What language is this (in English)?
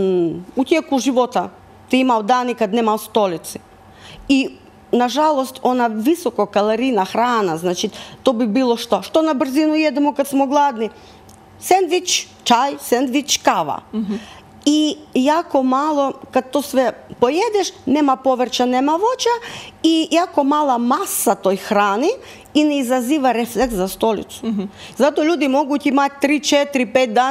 Croatian